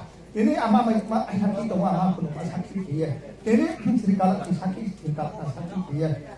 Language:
Riang (India)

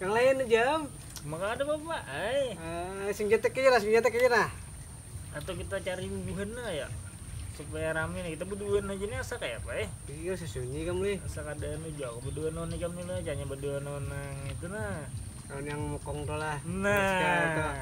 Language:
Banjar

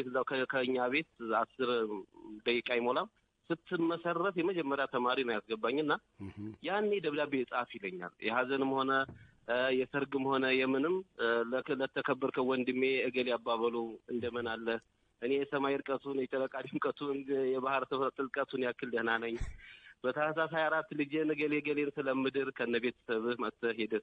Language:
Amharic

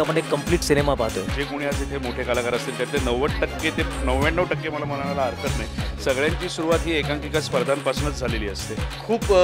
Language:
Marathi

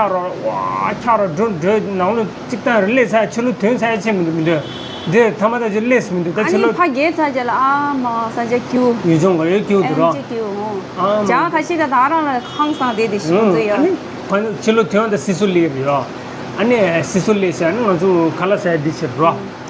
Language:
Tibetan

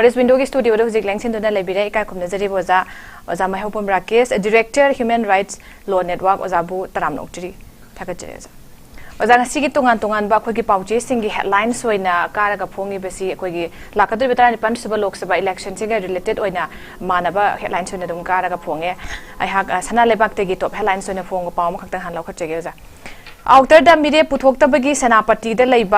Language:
Manipuri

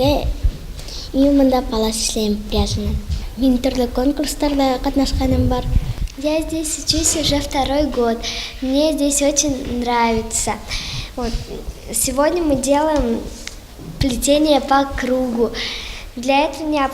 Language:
Bashkir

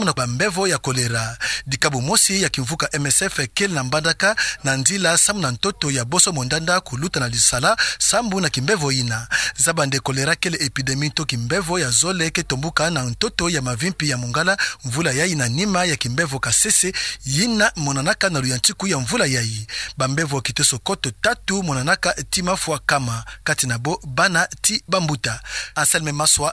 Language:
Kituba (Democratic Republic of Congo)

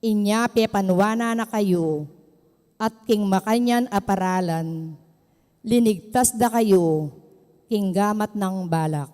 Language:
Pampanga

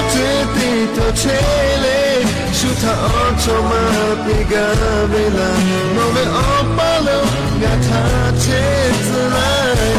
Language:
Lahu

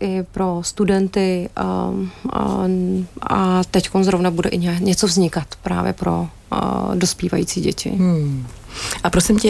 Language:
Czech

